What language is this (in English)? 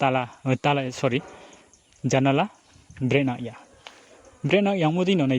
Riang (India)